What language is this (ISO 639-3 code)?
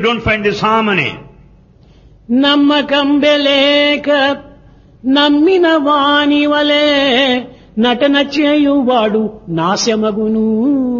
tel